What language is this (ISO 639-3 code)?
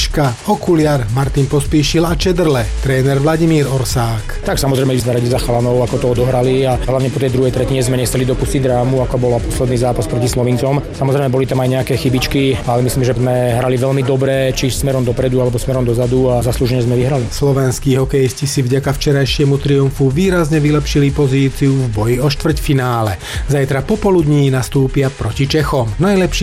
slk